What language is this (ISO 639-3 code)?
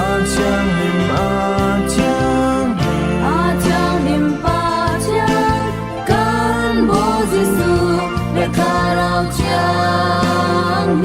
cfm